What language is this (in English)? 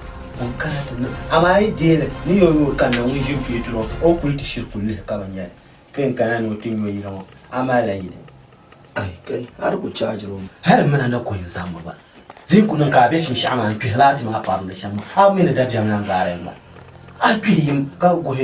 Dagbani